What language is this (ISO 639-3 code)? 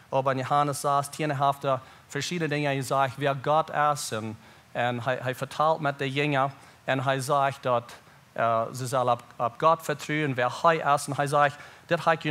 pdt